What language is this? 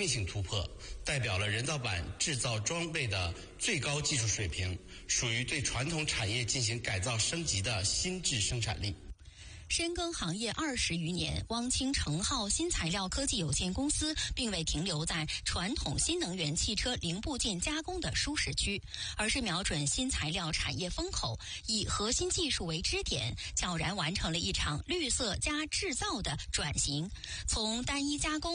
Chinese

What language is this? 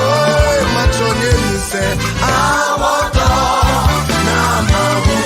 Ewe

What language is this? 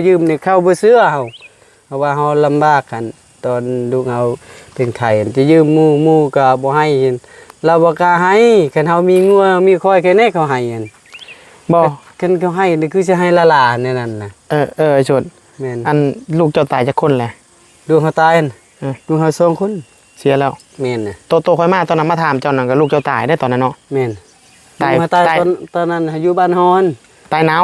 Northeastern Thai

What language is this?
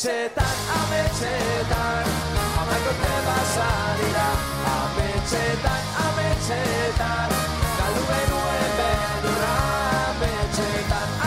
Basque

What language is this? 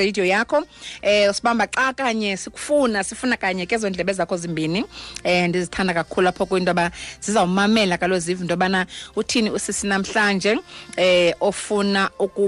Xhosa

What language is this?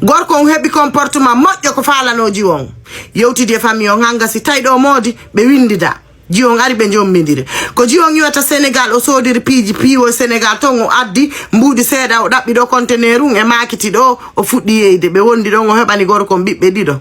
Fula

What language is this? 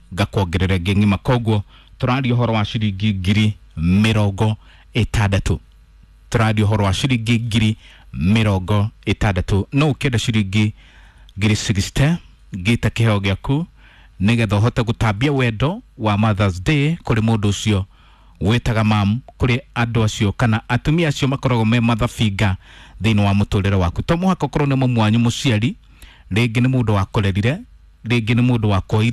Kikuyu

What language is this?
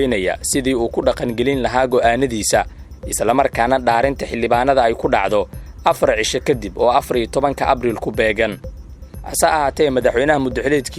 Somali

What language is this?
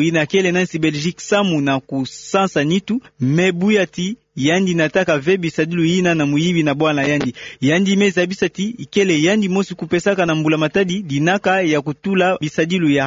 Kituba (Democratic Republic of Congo)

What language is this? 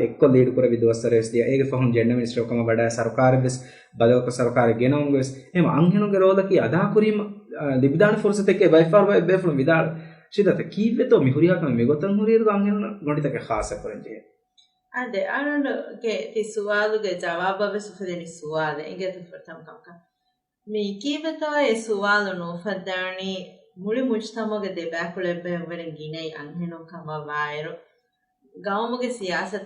Divehi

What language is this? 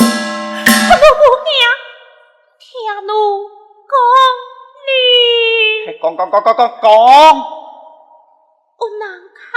Pu-Xian Chinese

